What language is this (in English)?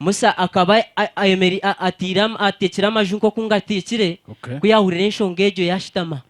Nyankole